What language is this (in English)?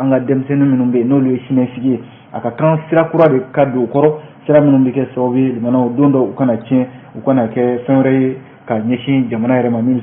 Bambara